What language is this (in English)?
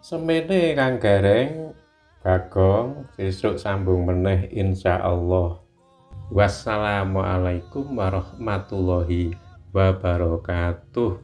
Javanese